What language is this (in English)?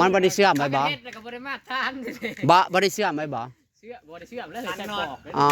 Northeastern Thai